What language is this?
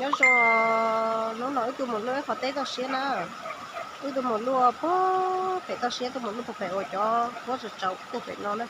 Hmong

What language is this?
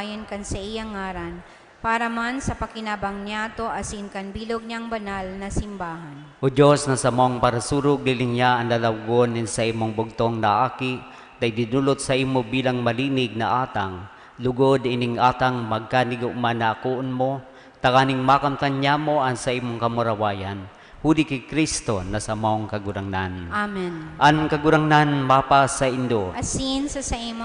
Bikol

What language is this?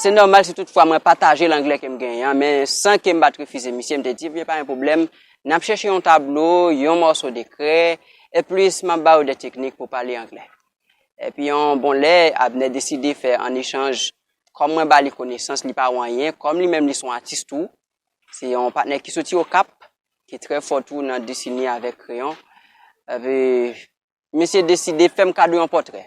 Haitian Creole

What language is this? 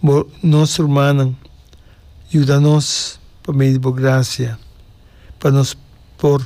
Papiamento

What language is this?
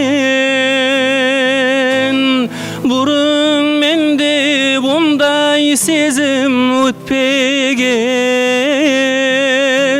Kara-Kalpak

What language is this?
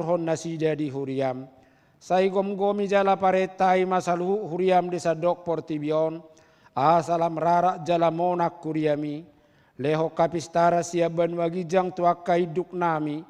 Batak Toba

